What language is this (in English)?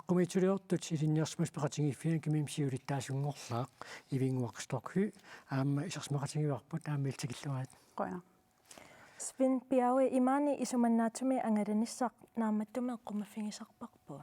Kalaallisut